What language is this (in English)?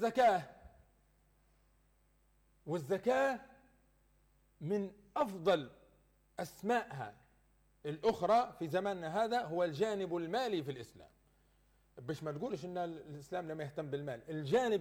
Arabic